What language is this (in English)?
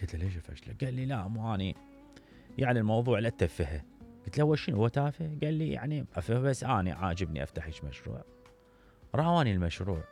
Mesopotamian Arabic